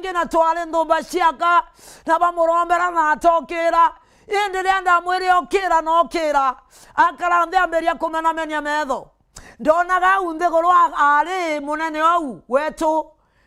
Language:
Meru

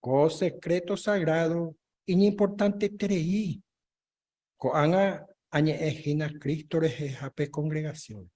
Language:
Guarani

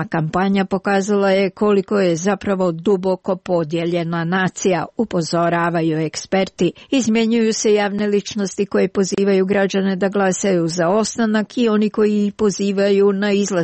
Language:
Serbian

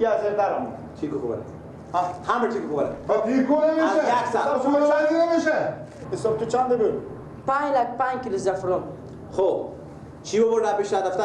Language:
Persian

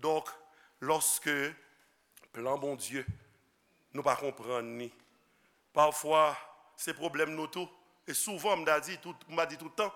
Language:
Haitian Creole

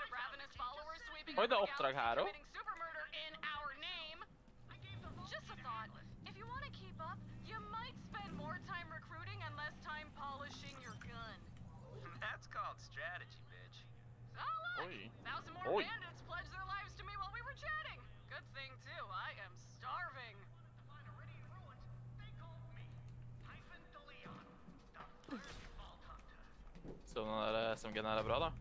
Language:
Norwegian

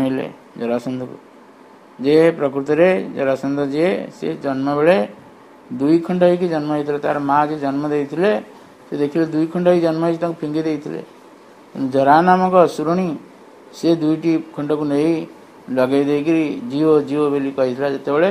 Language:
Odia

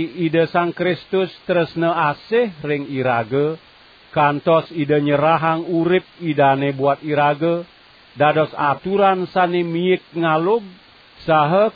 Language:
Balinese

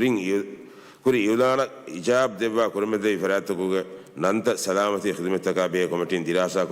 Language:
Divehi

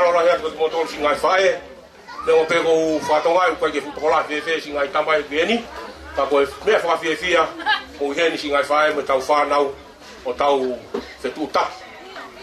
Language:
Tongan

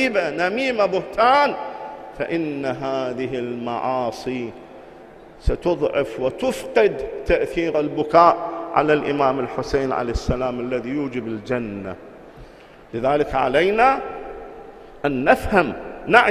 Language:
Arabic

